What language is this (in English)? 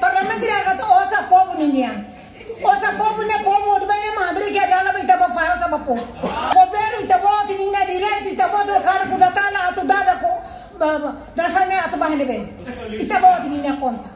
Tetum